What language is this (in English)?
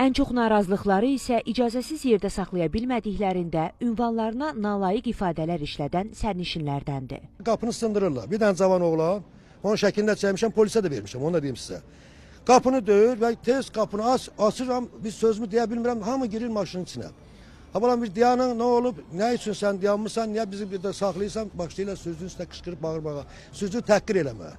Azerbaijani